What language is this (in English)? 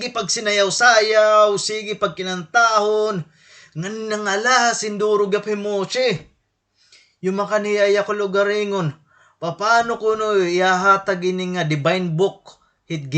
Waray